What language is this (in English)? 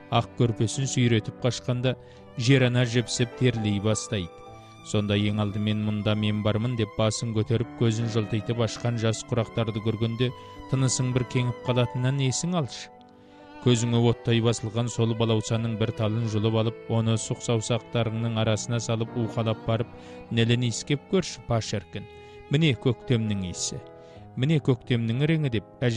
Kazakh